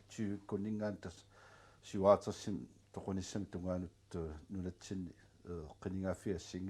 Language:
Kalaallisut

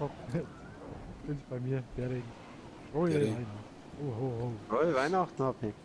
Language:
Bavarian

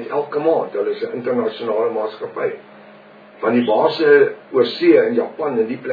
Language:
Afrikaans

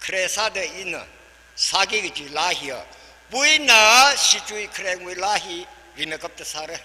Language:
Tangkhul Naga (India)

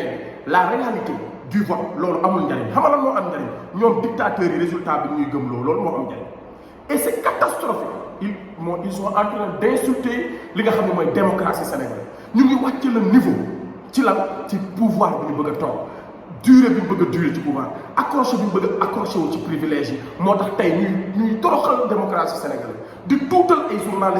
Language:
Wolof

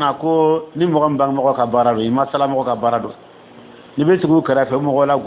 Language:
Dyula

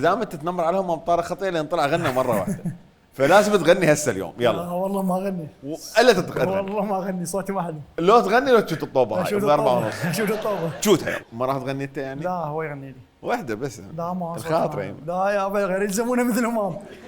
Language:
Mesopotamian Arabic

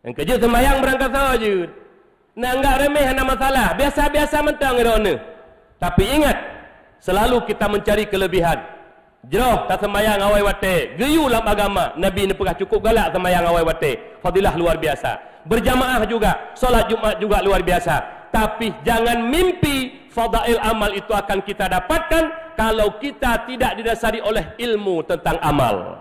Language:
Achinese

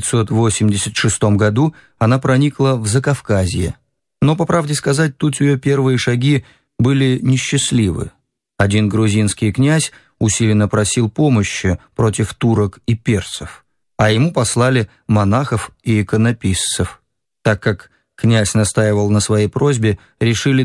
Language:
Russian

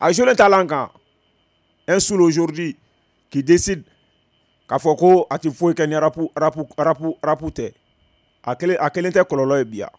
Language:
Bambara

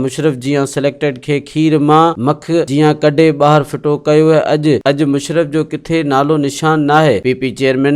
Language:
Sindhi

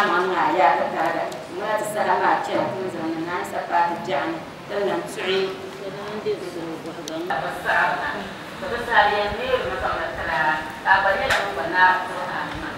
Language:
Dagbani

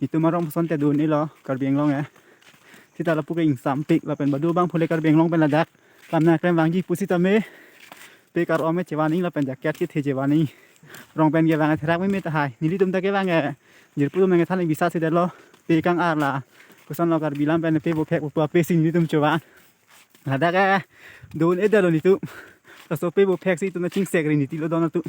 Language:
Karbi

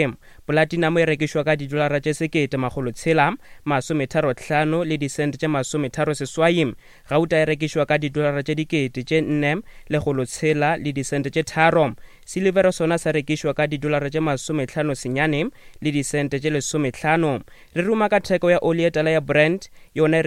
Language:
Northern Sotho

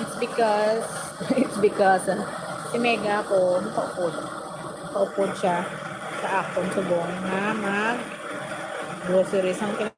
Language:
Hiligaynon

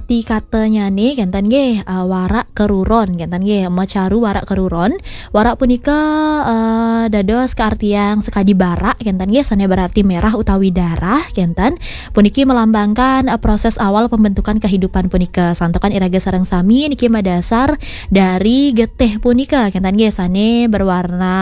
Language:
Balinese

